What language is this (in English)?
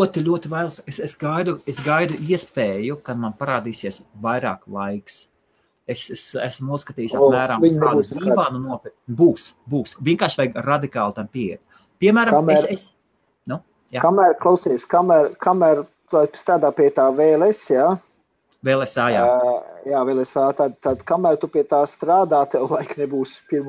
Latvian